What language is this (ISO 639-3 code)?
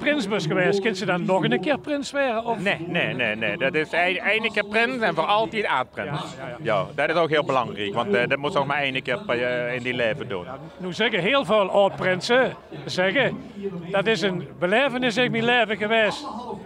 lim